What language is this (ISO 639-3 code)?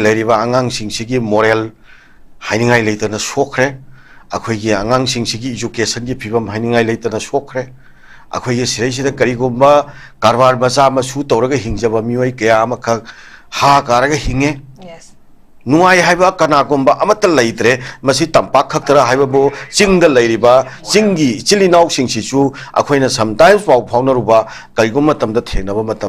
mni